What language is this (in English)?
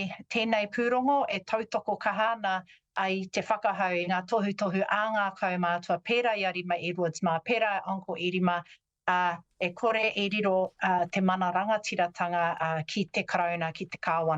Māori